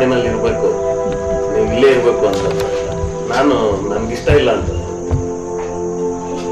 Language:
Kannada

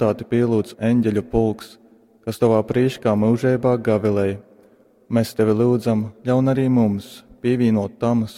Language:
Latgalian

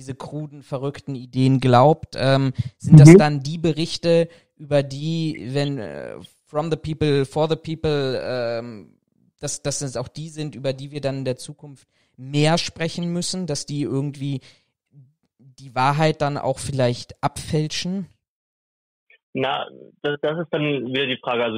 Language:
German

